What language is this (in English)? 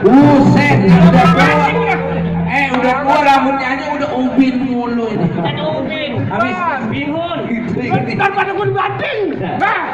Betawi